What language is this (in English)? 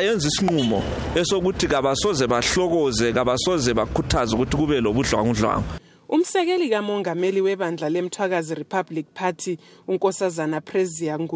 North Ndebele